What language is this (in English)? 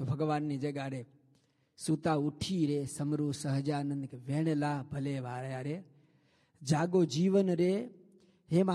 Gujarati